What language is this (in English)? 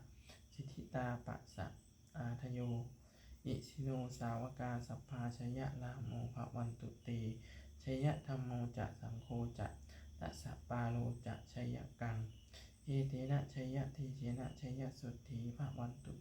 Pali